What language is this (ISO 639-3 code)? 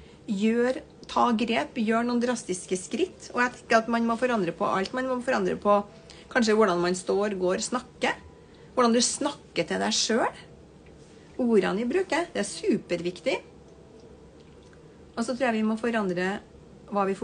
nor